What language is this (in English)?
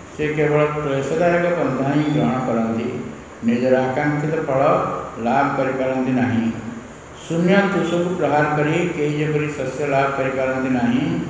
Odia